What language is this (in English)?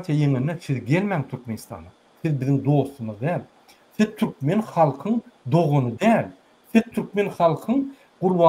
Turkmen